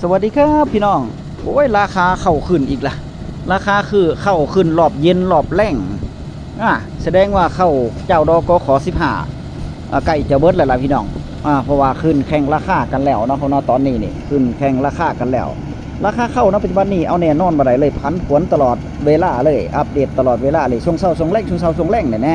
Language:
Northeastern Thai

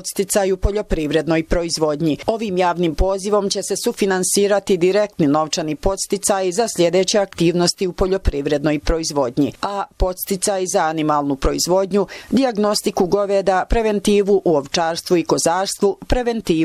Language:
Bosnian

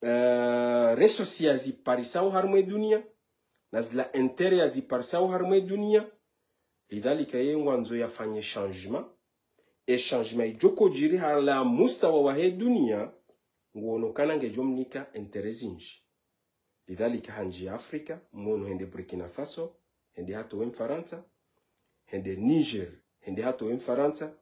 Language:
Ngazidja Comorian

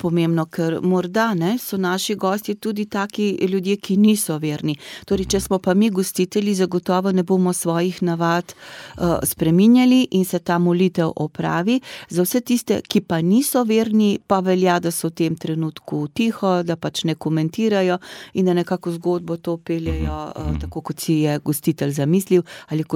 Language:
Slovenian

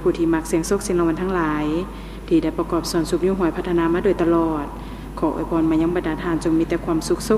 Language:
Lao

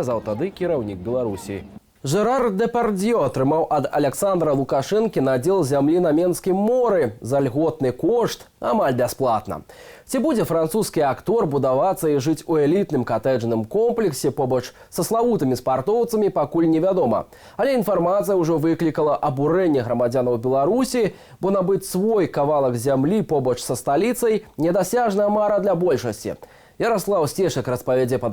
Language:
Belarusian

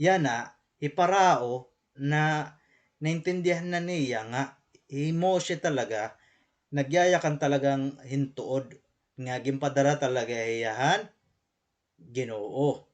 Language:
Waray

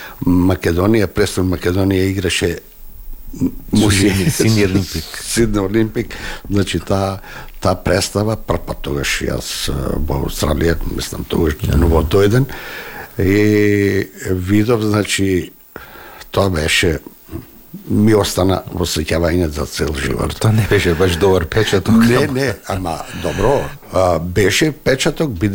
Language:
Macedonian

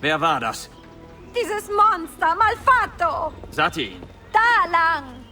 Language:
Bavarian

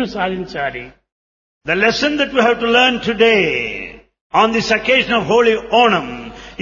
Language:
Telugu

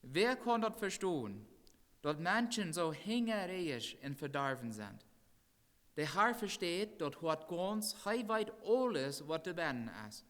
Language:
Plautdietsch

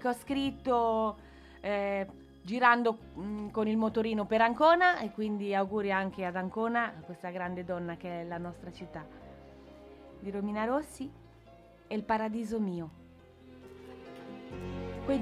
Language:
Italian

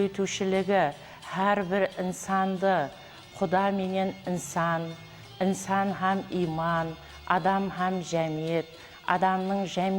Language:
Kara-Kalpak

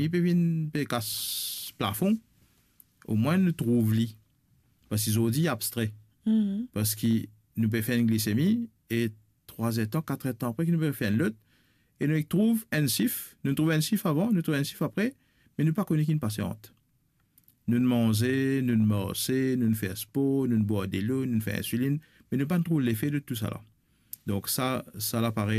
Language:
Morisyen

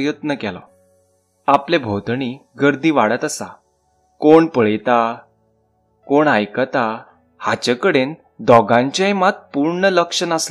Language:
Konkani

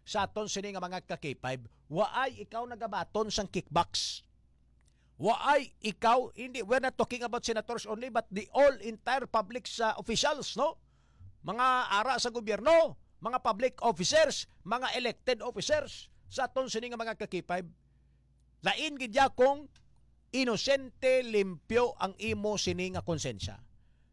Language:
Hiligaynon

